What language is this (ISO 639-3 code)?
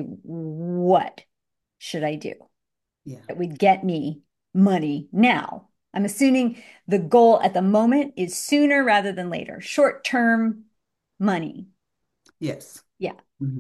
eng